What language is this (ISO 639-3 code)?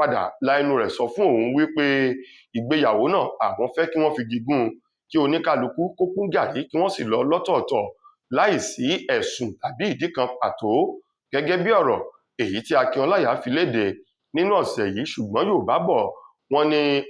yor